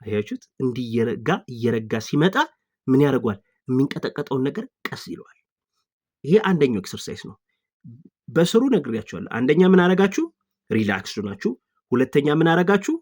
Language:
Amharic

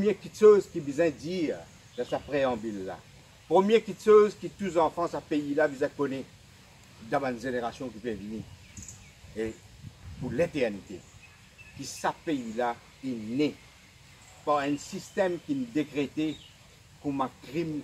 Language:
Morisyen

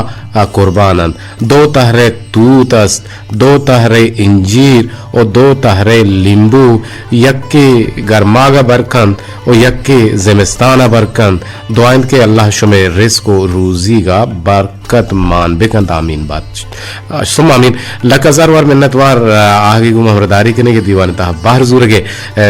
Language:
Eastern Balochi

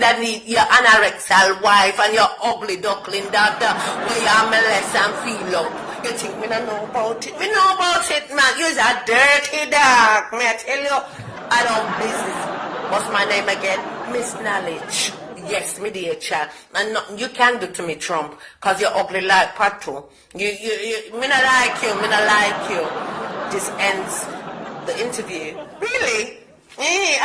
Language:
Jamaican Creole English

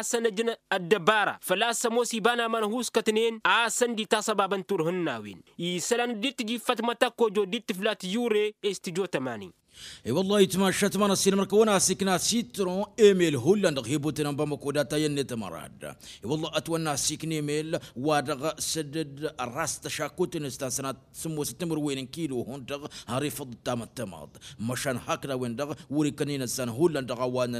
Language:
Tamasheq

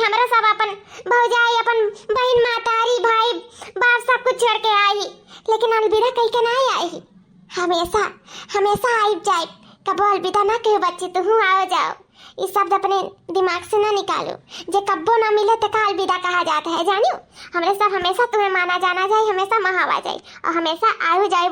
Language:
Awadhi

